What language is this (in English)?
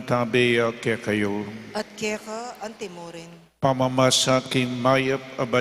Pampanga